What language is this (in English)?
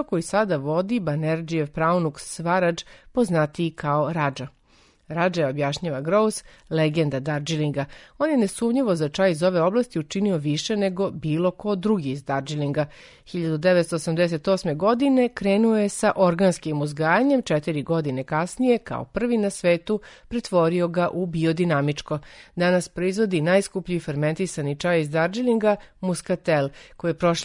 Serbian